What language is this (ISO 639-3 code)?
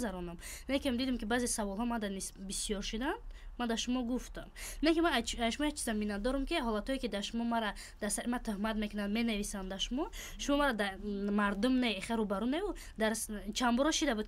tgk